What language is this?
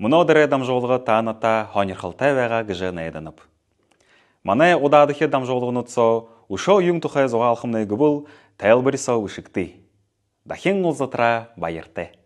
Buriat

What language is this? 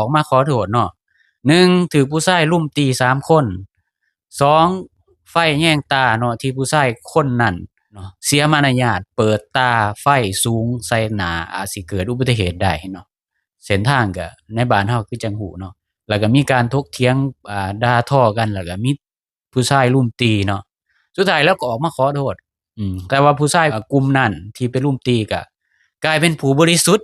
Lao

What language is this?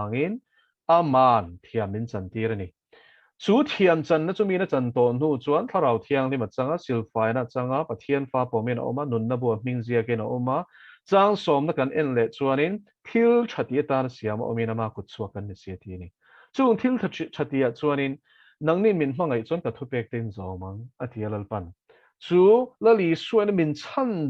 Mizo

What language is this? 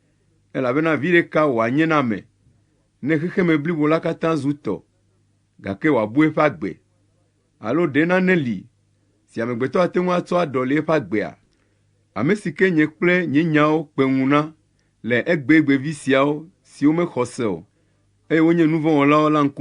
Ewe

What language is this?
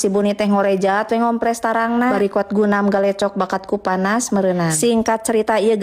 Sundanese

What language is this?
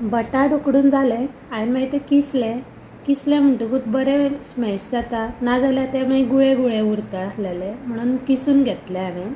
Konkani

